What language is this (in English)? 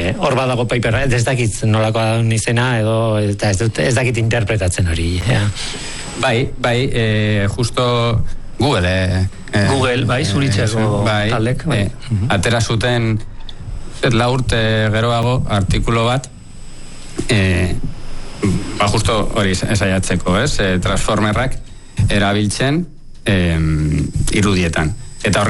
Basque